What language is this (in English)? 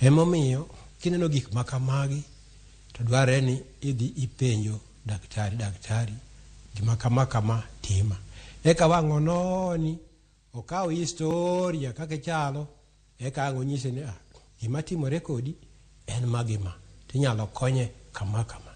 Luo (Kenya and Tanzania)